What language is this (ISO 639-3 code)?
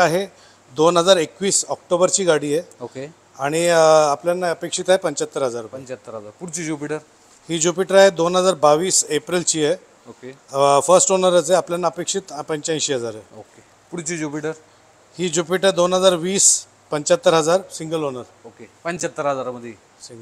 mar